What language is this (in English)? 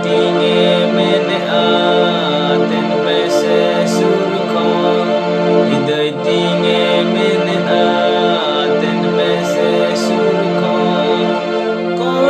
Santali